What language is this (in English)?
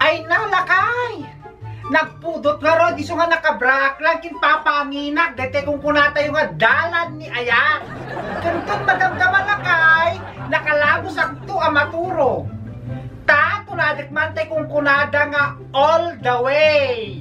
Iloko